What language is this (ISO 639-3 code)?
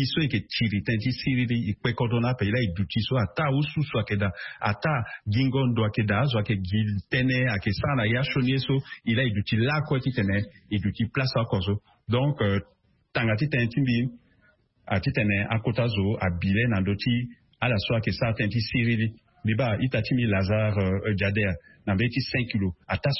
sag